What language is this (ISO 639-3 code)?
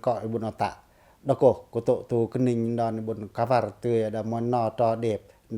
pac